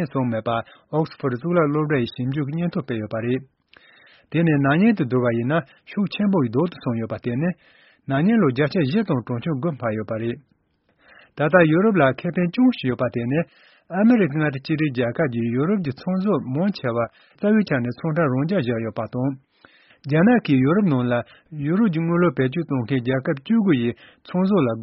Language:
Tibetan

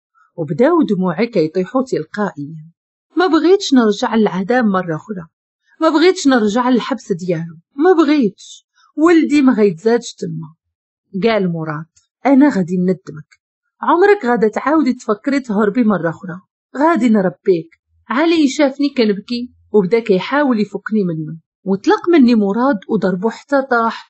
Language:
Moroccan Arabic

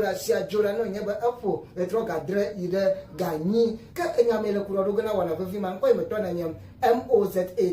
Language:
Ewe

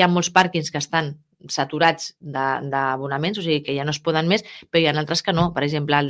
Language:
Catalan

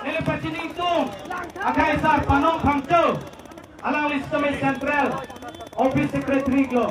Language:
Karbi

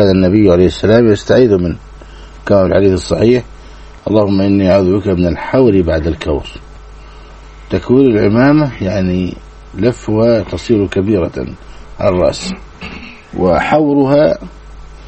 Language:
Arabic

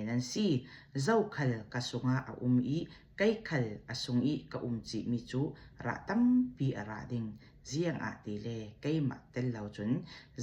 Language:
Falam Chin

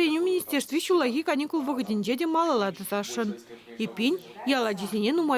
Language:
Chuvash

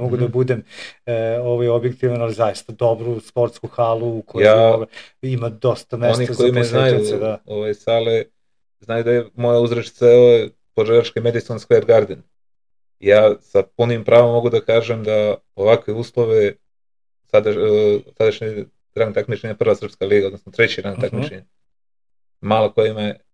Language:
Serbian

